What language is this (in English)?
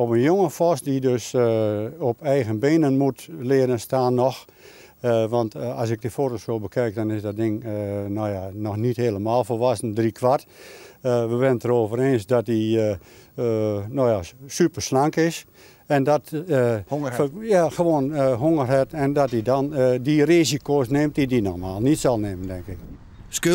Western Frisian